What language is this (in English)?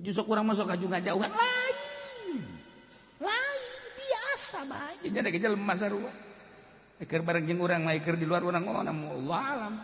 Sundanese